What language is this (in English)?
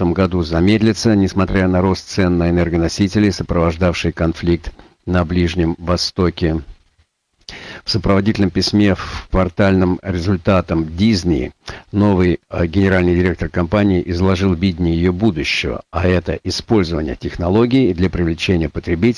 Russian